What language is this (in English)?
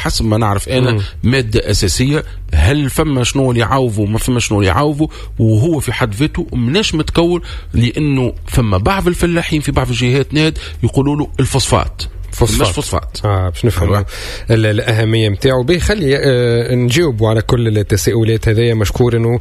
Tunisian Arabic